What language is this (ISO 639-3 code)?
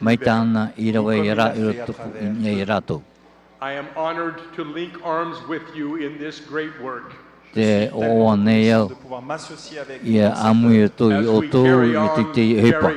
tah